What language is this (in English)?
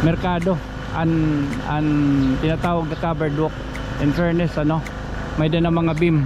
Waray